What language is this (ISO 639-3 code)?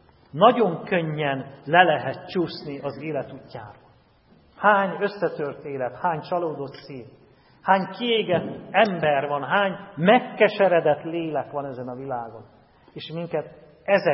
hun